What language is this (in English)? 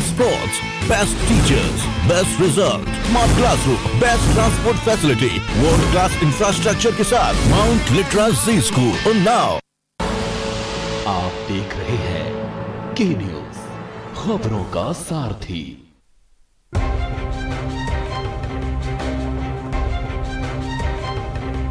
Hindi